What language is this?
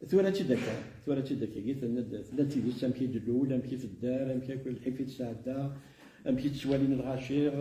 Kabyle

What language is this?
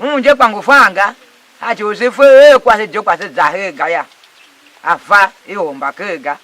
Tiv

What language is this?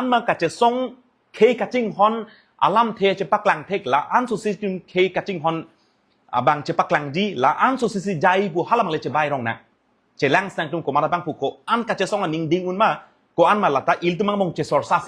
Karbi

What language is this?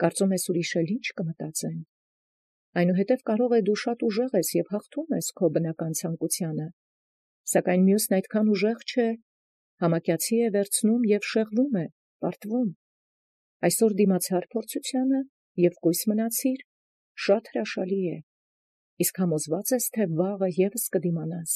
Armenian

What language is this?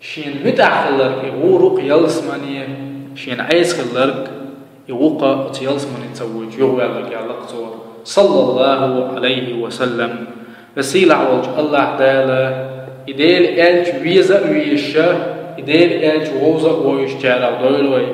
Chechen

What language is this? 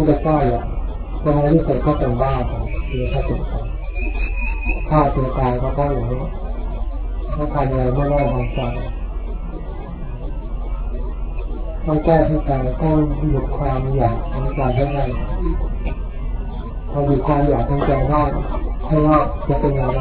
Thai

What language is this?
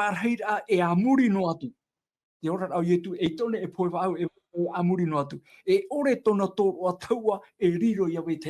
Tahitian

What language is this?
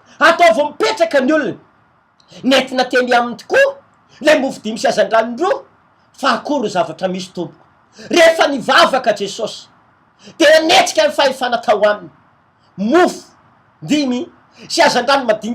Malagasy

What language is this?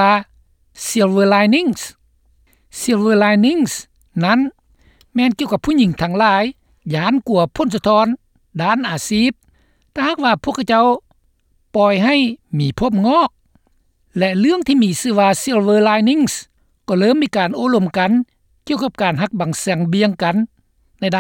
Lao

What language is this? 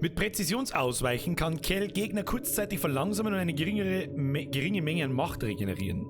Bavarian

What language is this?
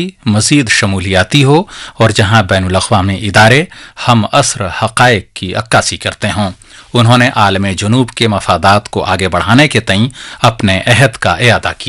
Urdu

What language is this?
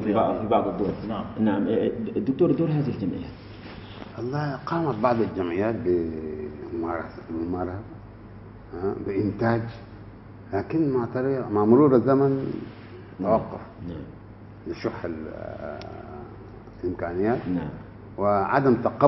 Arabic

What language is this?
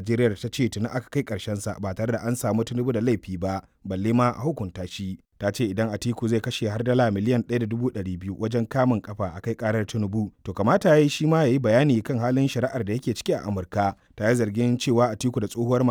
Hausa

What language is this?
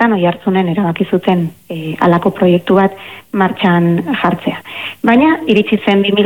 Basque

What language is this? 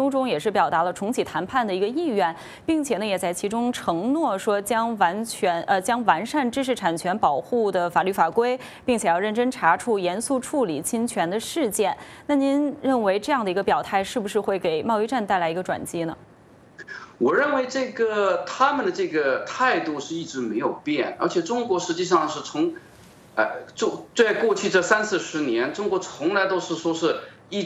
Chinese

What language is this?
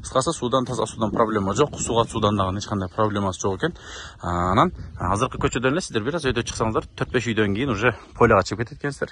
Kyrgyz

